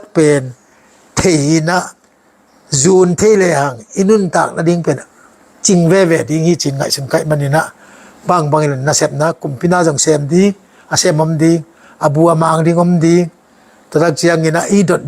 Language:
Tedim Chin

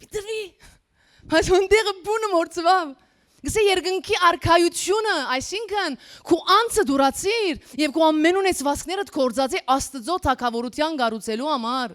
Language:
Western Armenian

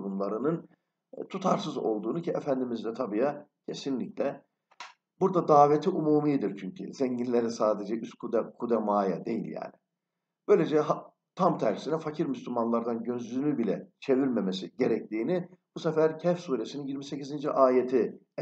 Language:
Turkish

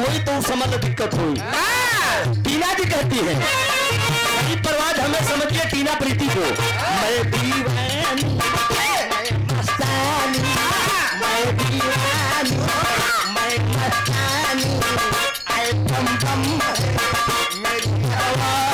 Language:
Bhojpuri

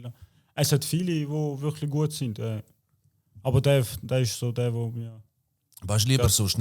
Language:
Swiss German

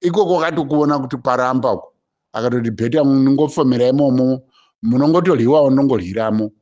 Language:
Shona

